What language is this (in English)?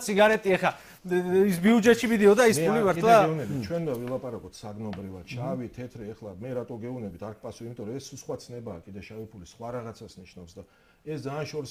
Georgian